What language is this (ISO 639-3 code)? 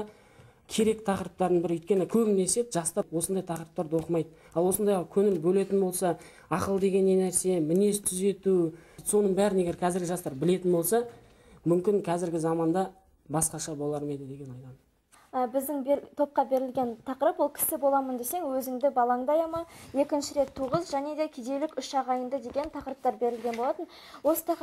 kaz